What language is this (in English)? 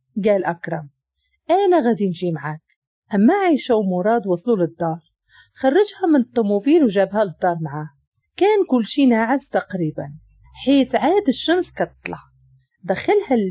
Moroccan Arabic